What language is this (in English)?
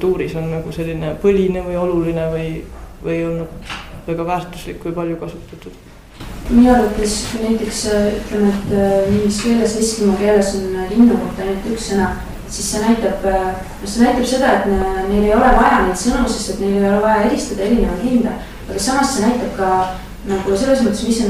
Estonian